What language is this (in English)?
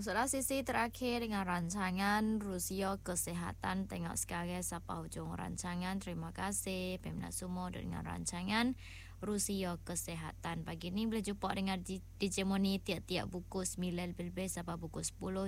Malay